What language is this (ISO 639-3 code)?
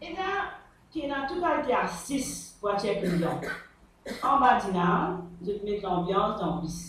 mfe